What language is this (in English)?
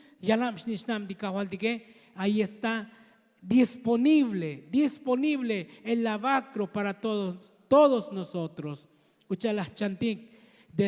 Tzotzil